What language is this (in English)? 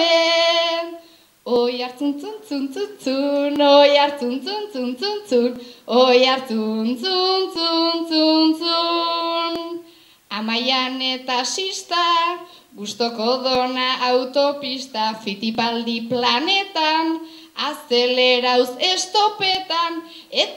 Basque